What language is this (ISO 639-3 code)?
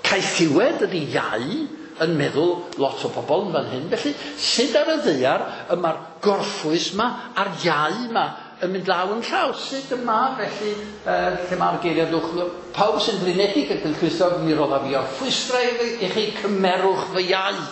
cym